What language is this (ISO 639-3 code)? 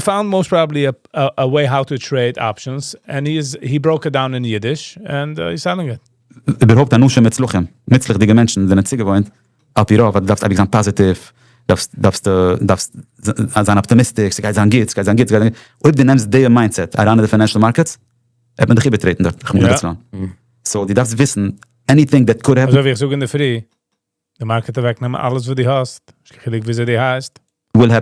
yid